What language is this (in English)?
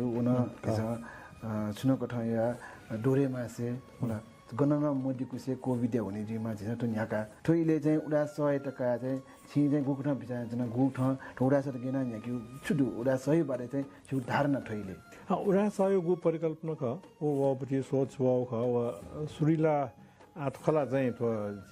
Newari